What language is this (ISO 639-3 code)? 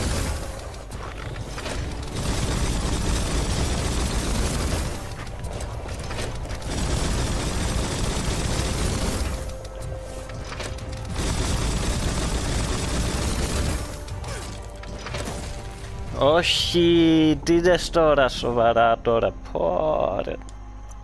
ell